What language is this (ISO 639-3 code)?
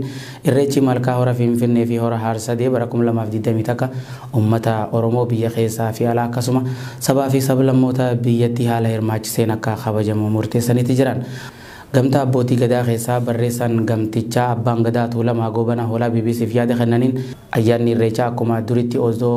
orm